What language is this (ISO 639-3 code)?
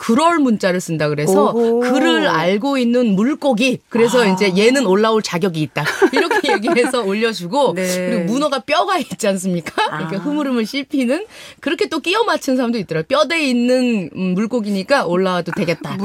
kor